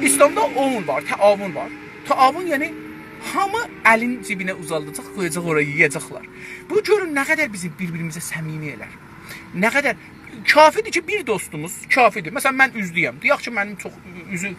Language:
South Azerbaijani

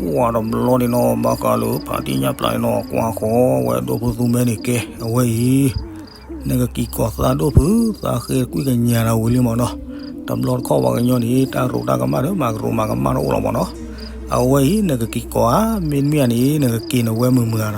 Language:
S'gaw Karen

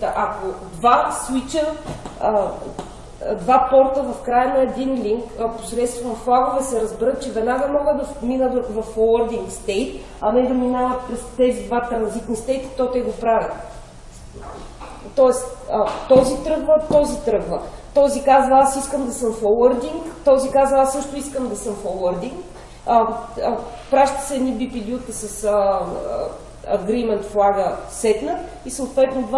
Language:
Bulgarian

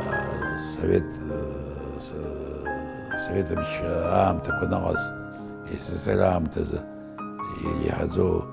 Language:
Abkhazian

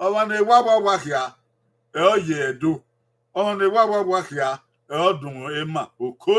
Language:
Bini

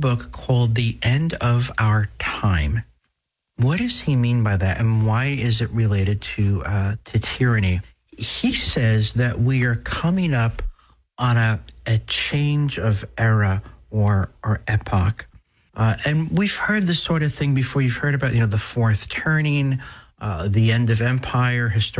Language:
English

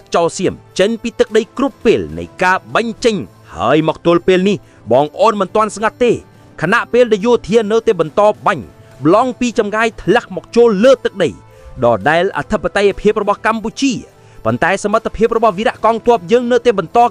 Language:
Khmer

